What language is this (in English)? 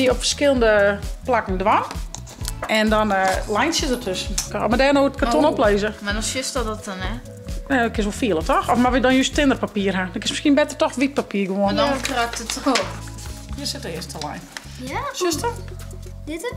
Western Frisian